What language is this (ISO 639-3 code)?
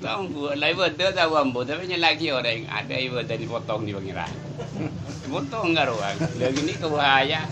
mad